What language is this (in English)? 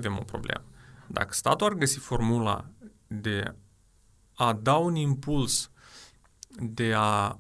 Romanian